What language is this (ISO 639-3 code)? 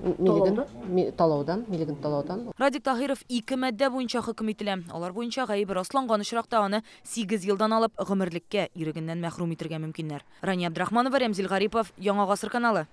tat